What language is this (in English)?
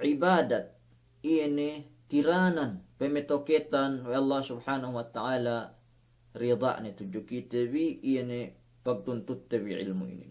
Yakan